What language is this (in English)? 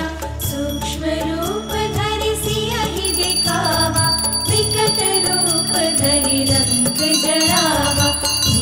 Lambadi